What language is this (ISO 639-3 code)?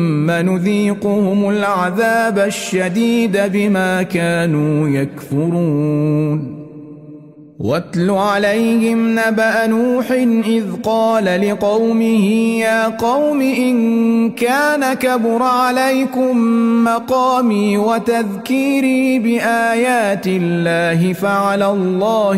ara